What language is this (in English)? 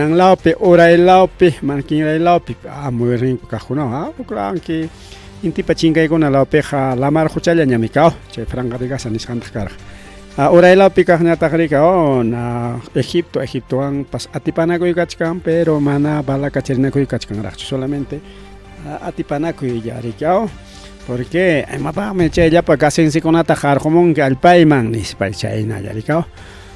Ayacucho Quechua